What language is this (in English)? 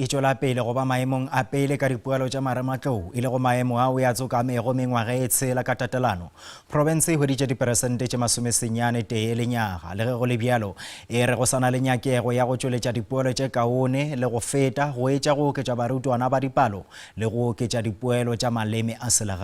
Northern Sotho